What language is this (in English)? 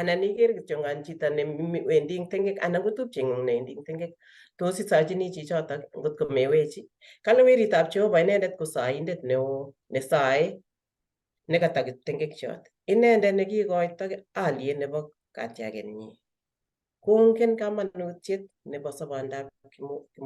Kalenjin